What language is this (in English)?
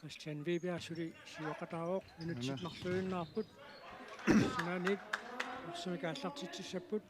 Kalaallisut